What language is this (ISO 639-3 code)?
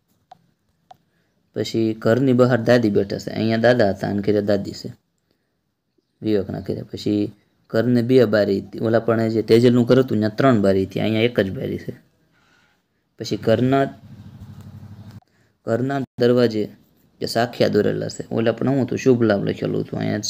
guj